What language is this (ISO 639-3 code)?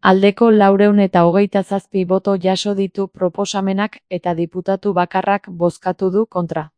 eus